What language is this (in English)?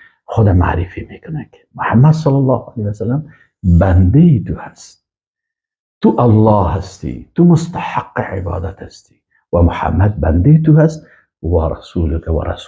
Persian